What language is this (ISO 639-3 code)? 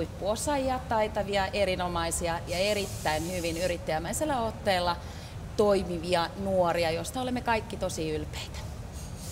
fin